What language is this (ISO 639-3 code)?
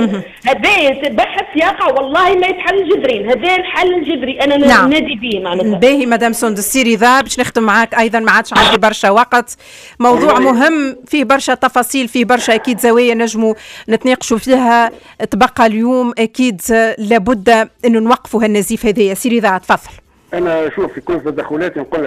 aeb